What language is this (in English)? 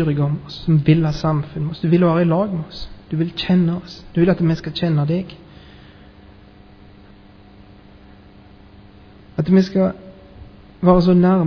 Norwegian